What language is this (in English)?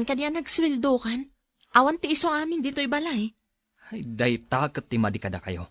Iloko